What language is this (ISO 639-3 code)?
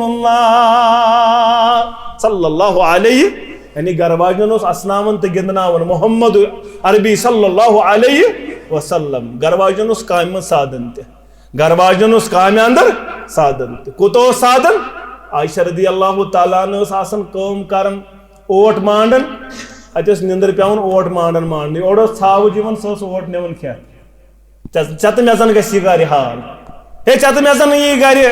kas